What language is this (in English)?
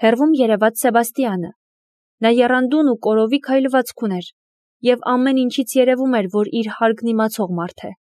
Armenian